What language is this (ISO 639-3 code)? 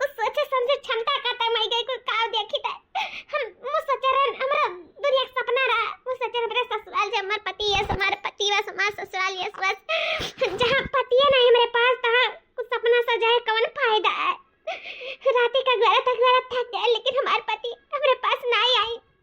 awa